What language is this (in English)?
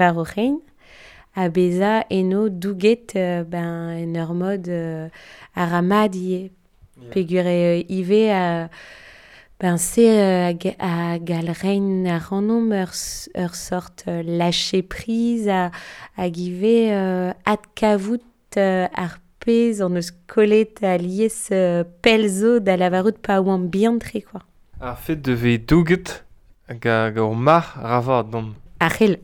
Breton